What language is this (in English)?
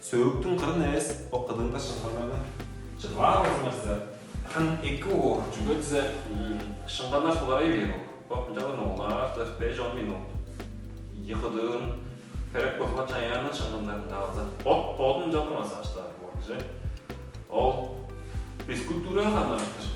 Tuvinian